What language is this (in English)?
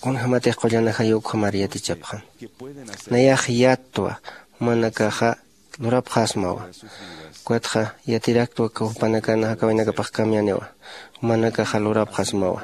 Aymara